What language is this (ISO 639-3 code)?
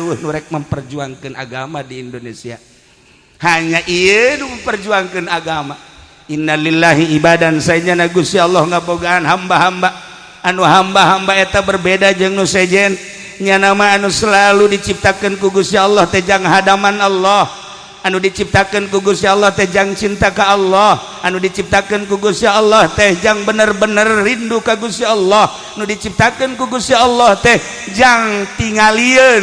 sun